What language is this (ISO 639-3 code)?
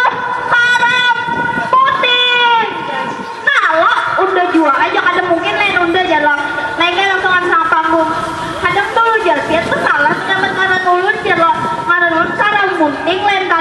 bjn